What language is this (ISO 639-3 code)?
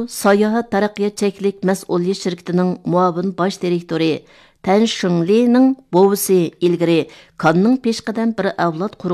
uig